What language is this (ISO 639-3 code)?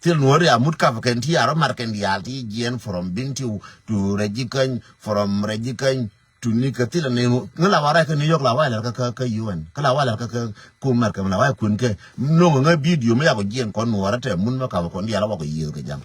nus